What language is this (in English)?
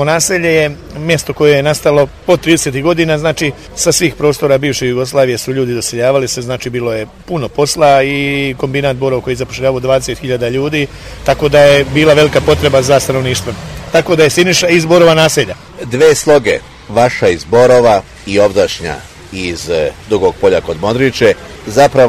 Serbian